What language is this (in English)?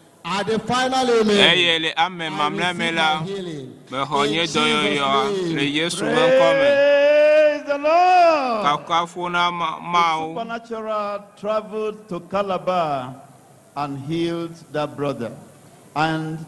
Ewe